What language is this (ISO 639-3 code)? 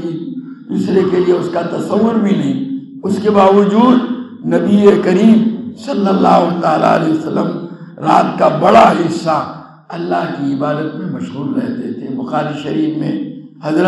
urd